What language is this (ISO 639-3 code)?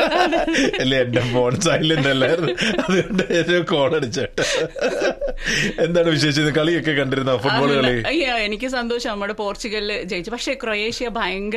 mal